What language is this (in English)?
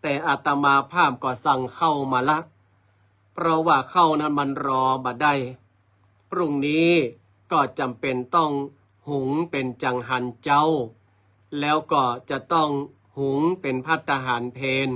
Northern Thai